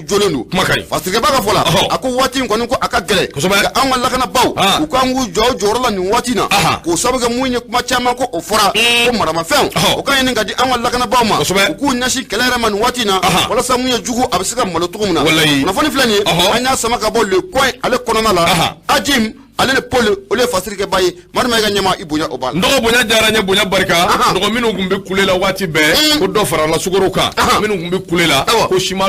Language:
Bambara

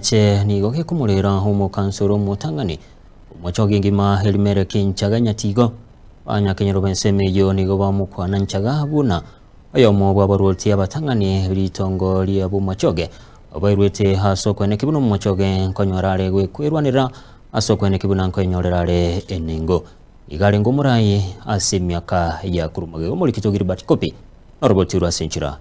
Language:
Gusii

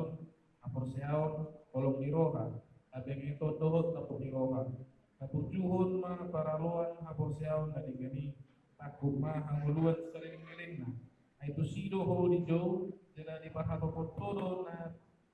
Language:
Batak Toba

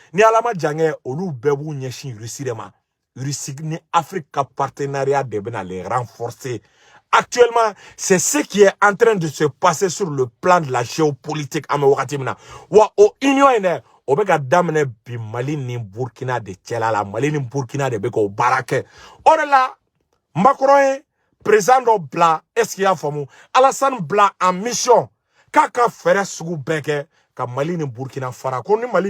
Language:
Bambara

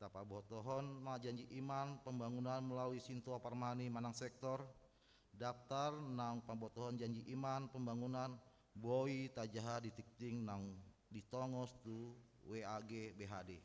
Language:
Batak Toba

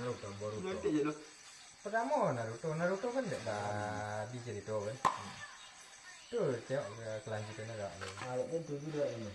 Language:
Minangkabau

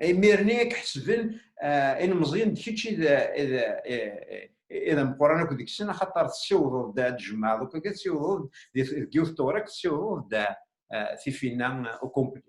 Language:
Kabyle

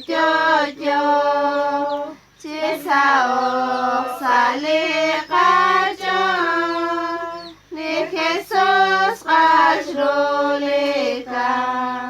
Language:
Kekchí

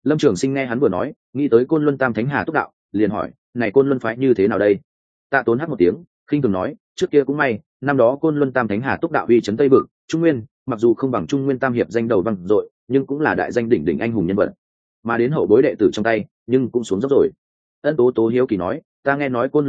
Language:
Vietnamese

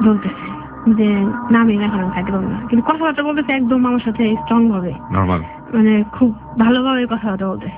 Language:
Bangla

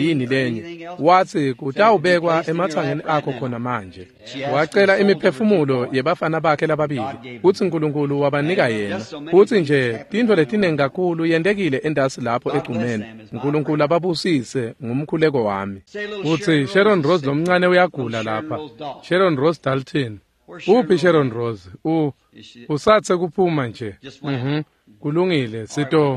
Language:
Swati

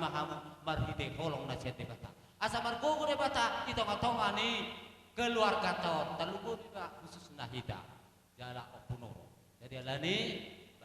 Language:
Batak Toba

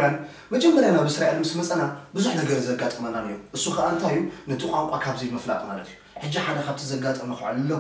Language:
Tigrinya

